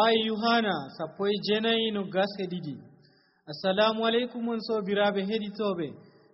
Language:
Nigerian Fulfulde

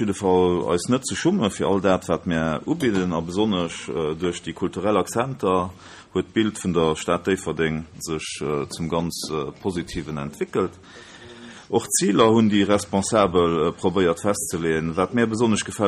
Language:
Luxembourgish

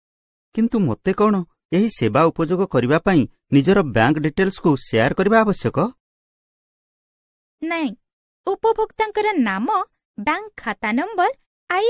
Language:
Odia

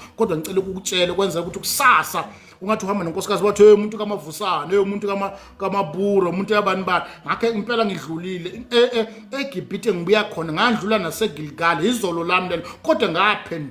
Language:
Zulu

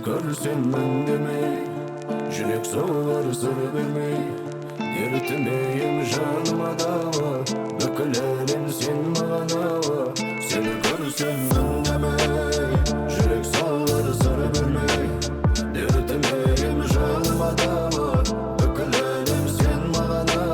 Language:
Crimean Tatar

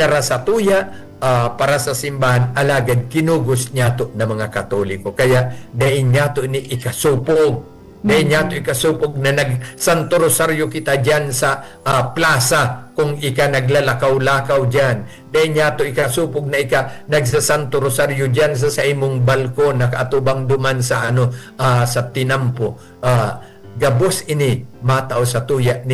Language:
Bikol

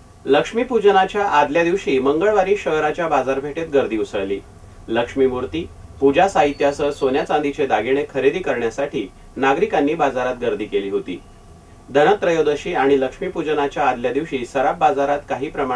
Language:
Marathi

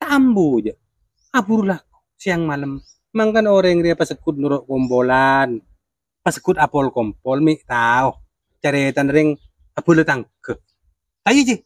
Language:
Madurese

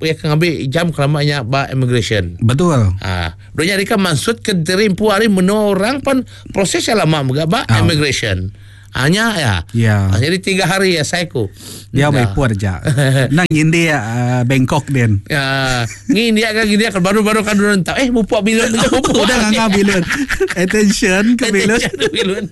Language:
Iban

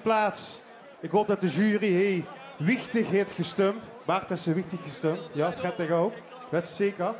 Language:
Limburgish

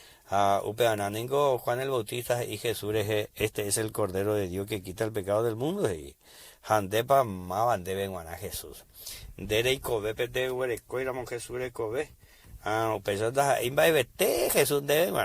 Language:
Guarani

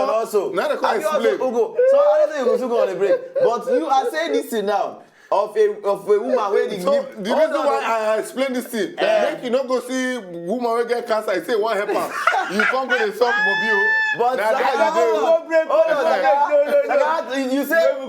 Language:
Nigerian Pidgin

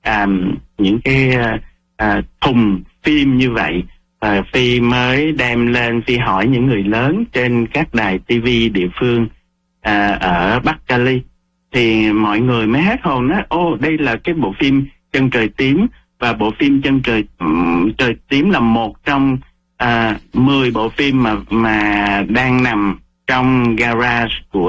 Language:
Vietnamese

